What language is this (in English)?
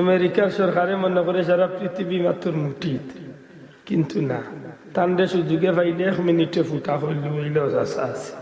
Sylheti